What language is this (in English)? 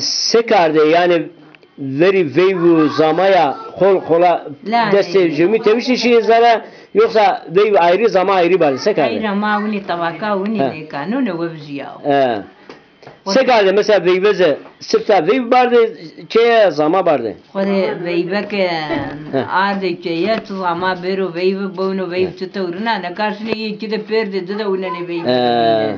Zaza